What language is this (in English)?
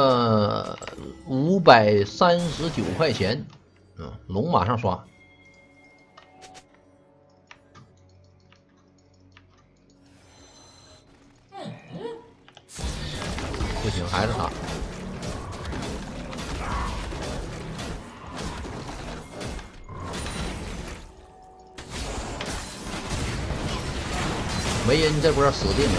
Chinese